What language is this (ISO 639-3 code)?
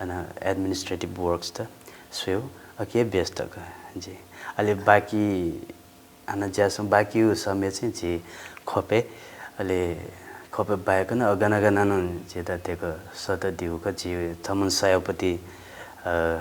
new